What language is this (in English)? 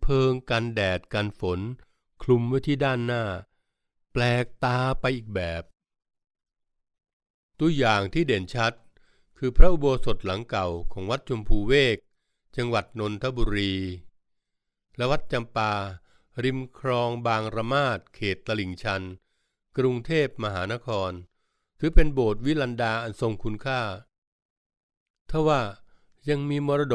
Thai